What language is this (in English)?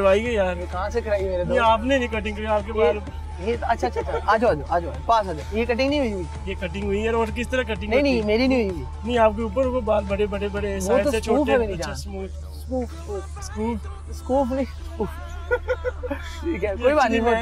Hindi